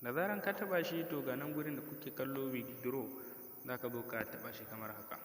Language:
Hausa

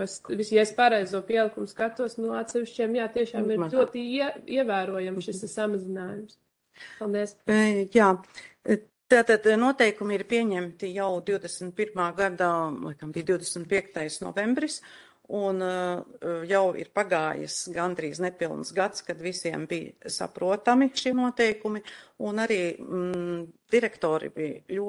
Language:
Latvian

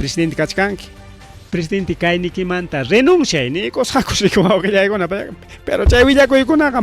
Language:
Ayacucho Quechua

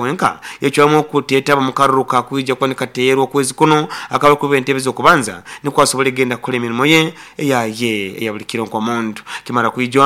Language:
Nyoro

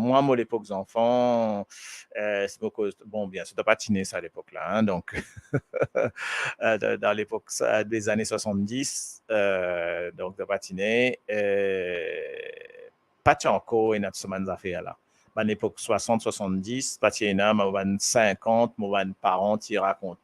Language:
Morisyen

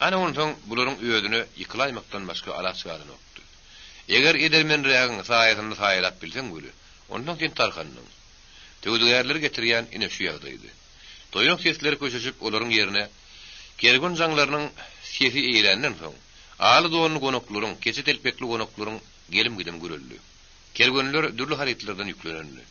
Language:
Turkmen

